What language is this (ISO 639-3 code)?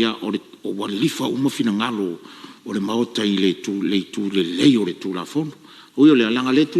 smo